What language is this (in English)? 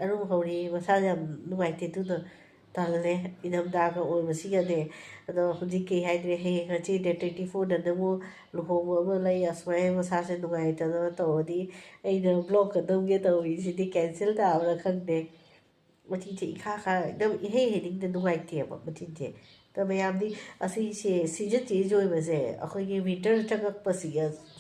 Manipuri